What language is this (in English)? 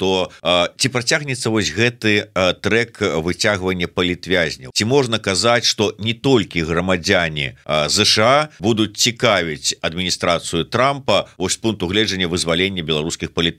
Belarusian